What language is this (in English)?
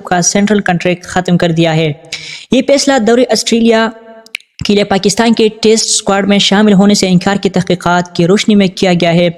Urdu